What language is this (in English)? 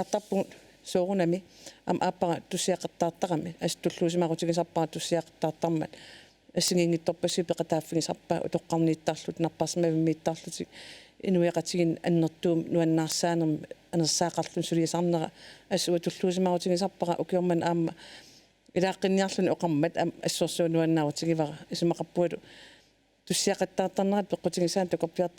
Kalaallisut